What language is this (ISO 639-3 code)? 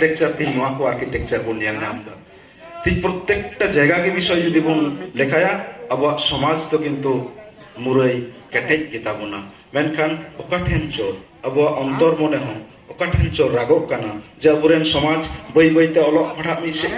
sat